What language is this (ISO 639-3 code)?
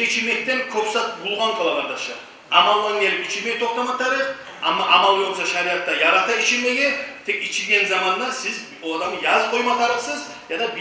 kum